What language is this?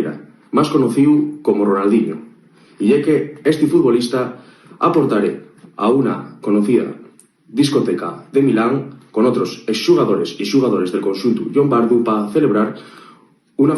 Asturian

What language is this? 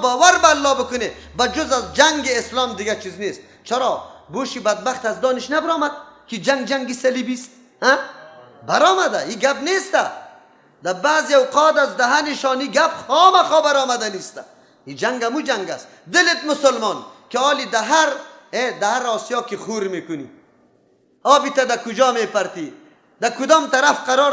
Persian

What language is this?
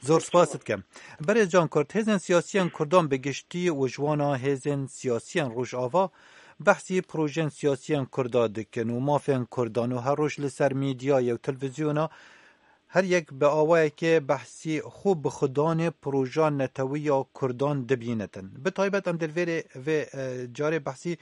Kurdish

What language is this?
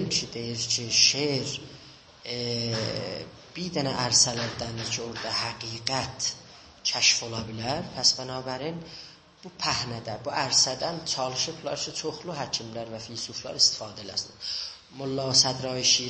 South Azerbaijani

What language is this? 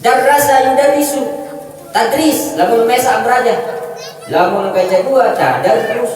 Sasak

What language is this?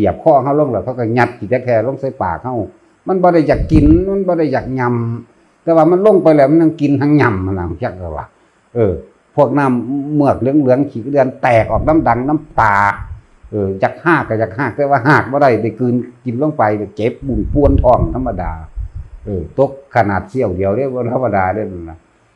Northeastern Thai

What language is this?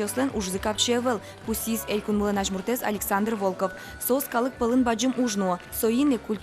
Udmurt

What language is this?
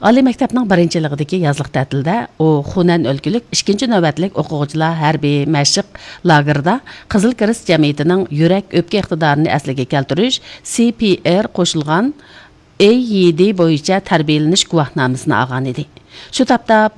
Uyghur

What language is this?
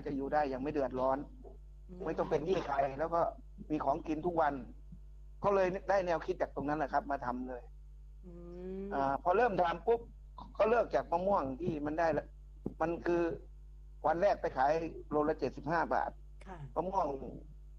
Thai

